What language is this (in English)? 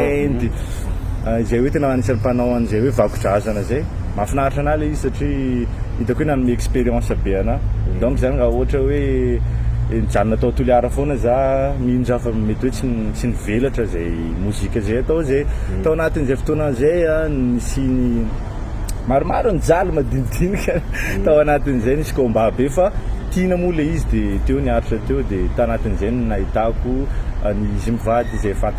Malagasy